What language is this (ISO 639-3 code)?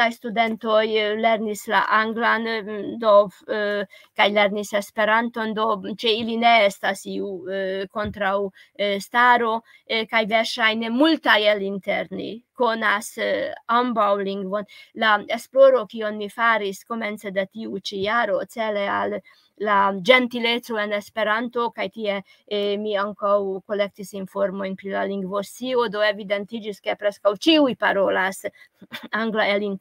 epo